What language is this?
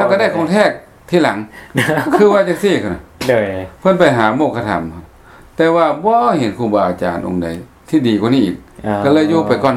Lao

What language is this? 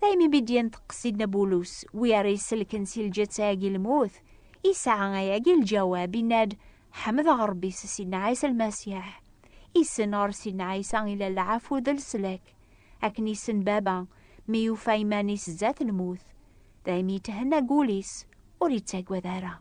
Kabyle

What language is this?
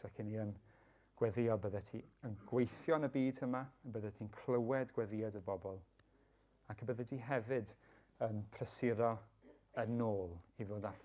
Welsh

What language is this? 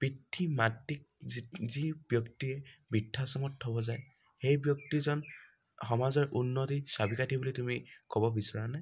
Assamese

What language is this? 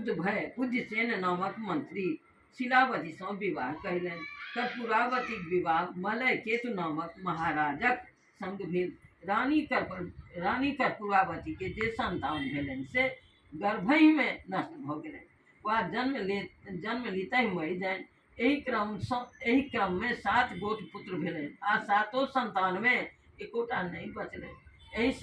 Maithili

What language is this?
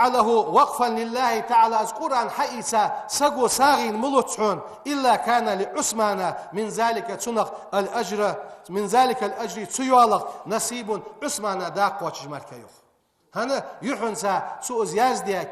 Ingush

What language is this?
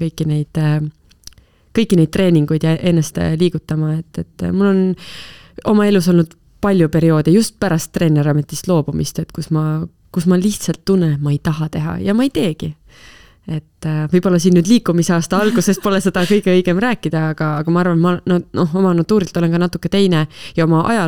Estonian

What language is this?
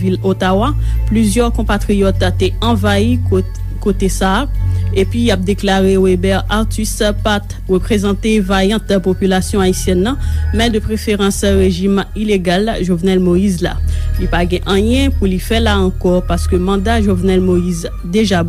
Haitian Creole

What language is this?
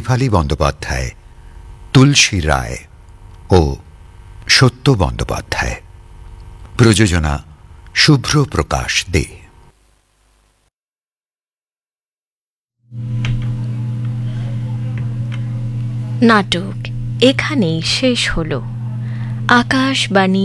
Bangla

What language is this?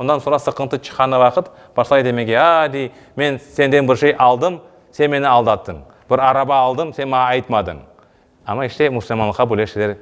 Crimean Tatar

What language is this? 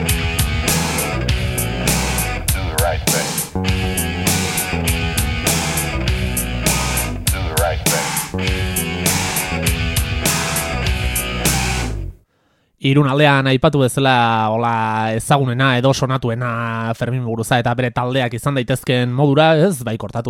Basque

